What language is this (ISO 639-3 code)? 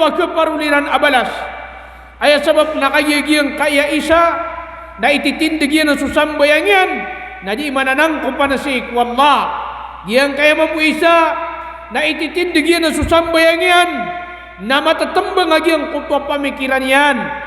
mrw